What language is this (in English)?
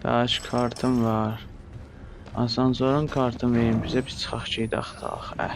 South Azerbaijani